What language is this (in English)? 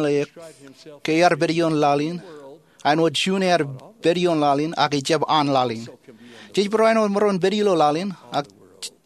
Marshallese